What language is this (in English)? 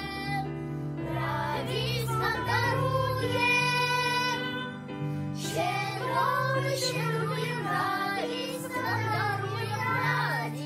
Ukrainian